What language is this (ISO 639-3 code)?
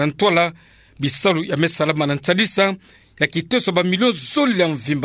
ktu